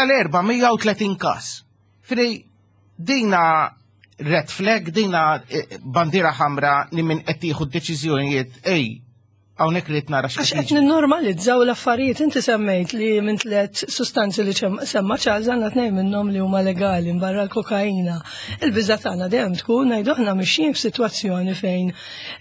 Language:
Maltese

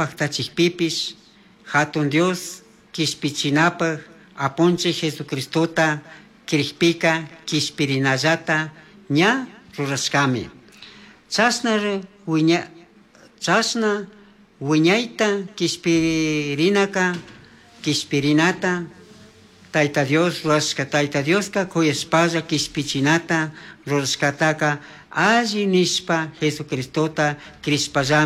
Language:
Chimborazo Highland Quichua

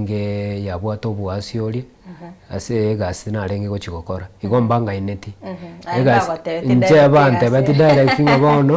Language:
Gusii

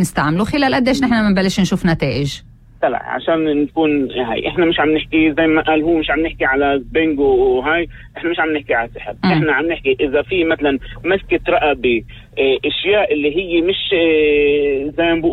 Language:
North Levantine Arabic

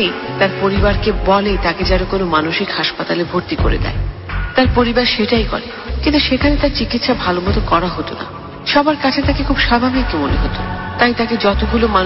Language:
Bangla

